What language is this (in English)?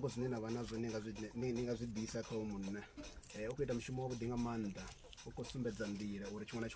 Venda